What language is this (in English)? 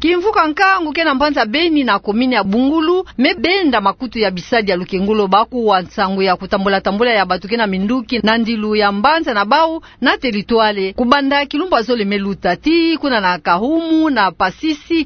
Kituba (Democratic Republic of Congo)